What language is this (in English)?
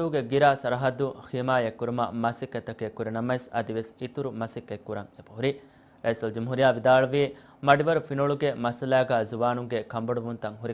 Divehi